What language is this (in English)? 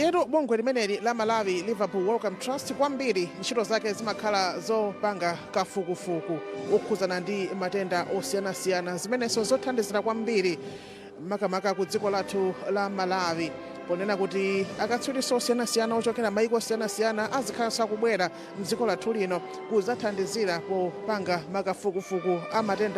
Nyanja